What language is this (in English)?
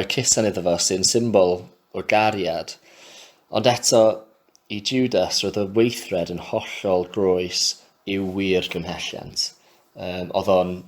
Welsh